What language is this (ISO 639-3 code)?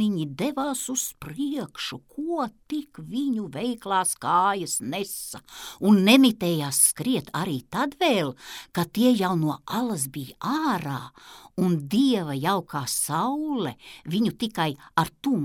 lav